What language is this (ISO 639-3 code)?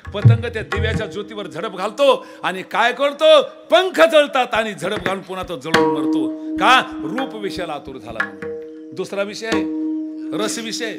mar